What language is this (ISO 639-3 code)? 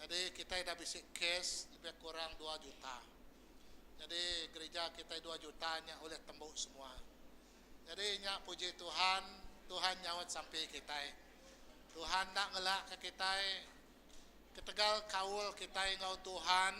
iba